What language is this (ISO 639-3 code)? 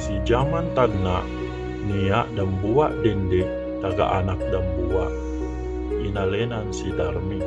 yka